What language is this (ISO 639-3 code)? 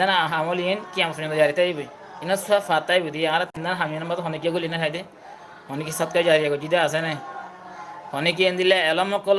rhg